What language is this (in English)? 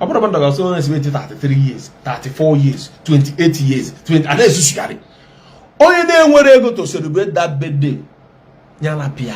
Igbo